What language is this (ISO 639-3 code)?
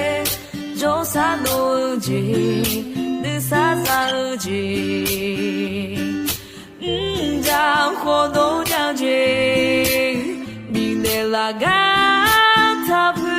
ahk